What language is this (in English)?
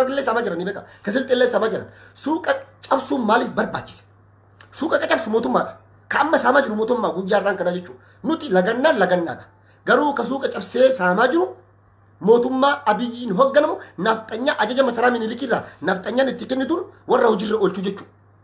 Oromo